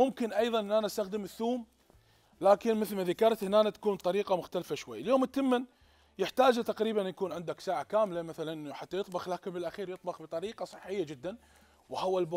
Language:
Mesopotamian Arabic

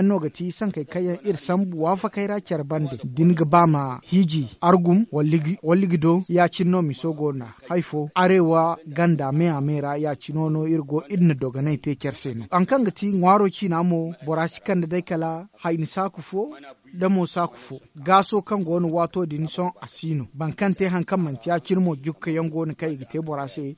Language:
Zarma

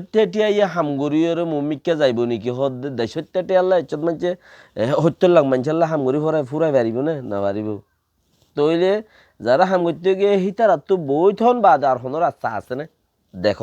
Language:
Rohingya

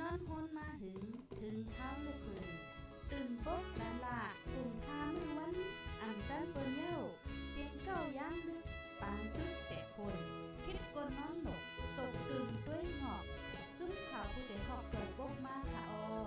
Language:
Shan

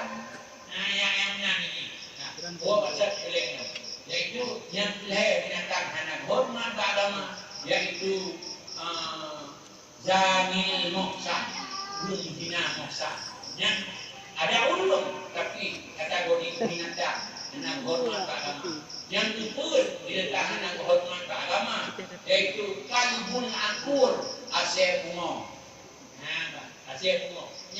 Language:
Achinese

